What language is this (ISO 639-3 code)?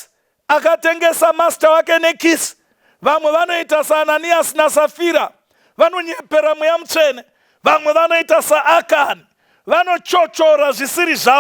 sna